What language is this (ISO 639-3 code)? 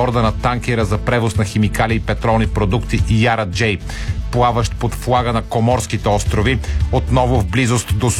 bul